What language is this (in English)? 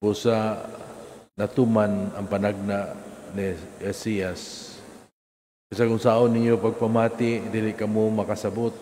Cebuano